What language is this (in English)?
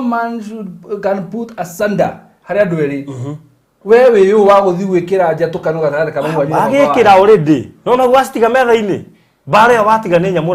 Kikuyu